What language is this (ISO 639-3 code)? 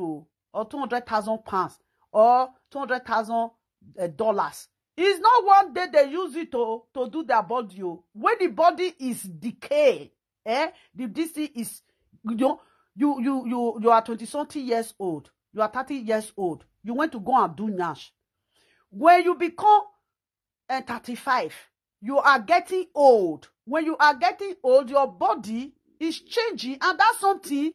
pcm